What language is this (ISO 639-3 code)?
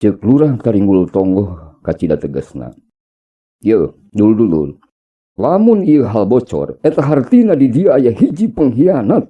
sun